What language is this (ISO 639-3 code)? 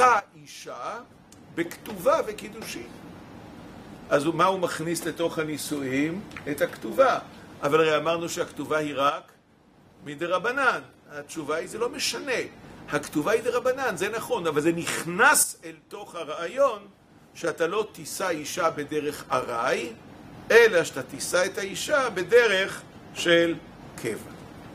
heb